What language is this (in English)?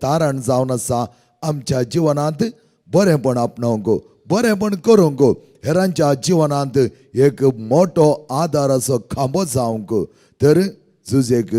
Konkani